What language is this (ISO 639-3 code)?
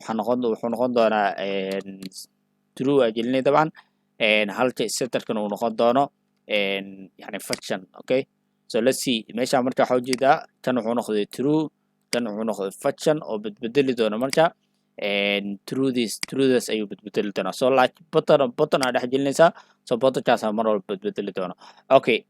som